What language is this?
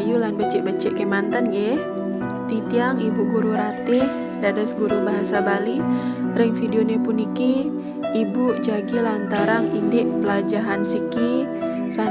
Balinese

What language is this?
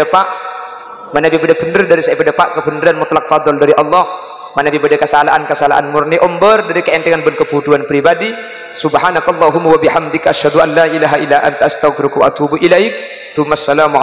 Madurese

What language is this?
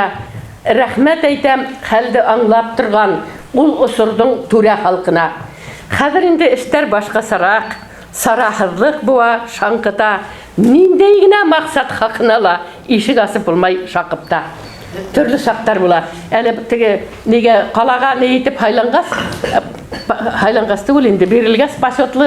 Bashkir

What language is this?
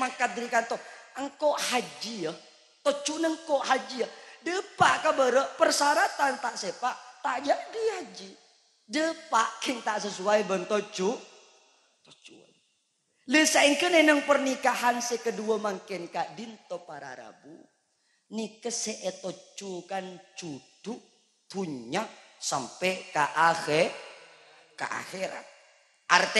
Madurese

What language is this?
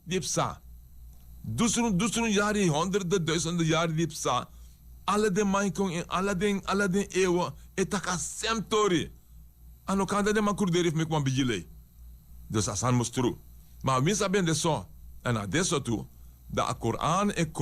Sranan Tongo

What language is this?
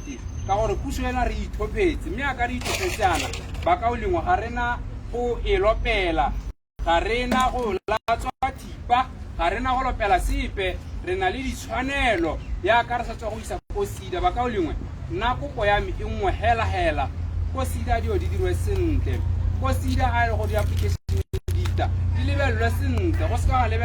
Tswana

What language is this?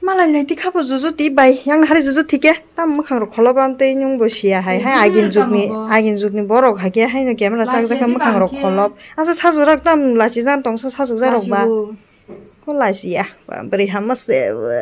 Kok Borok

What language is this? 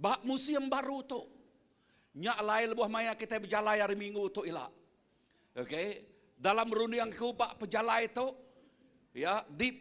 Iban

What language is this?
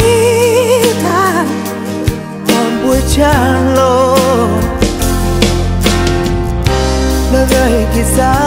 Vietnamese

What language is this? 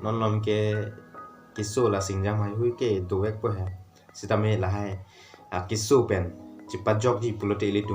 Karbi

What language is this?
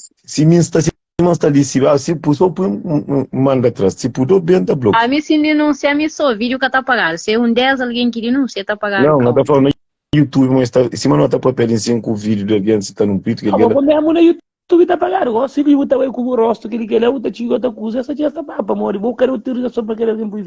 Kabuverdianu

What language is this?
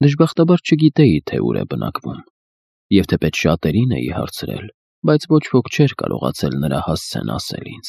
Armenian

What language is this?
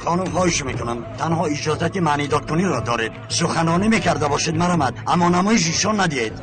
Tajik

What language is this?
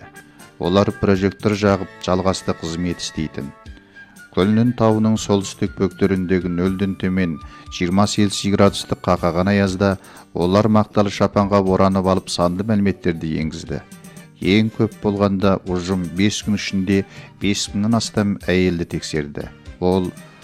Kazakh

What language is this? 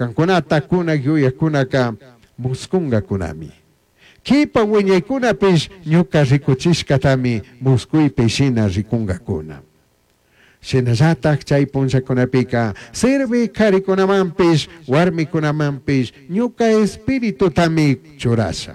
Chimborazo Highland Quichua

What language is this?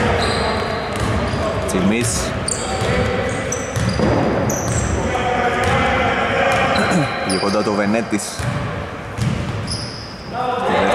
Greek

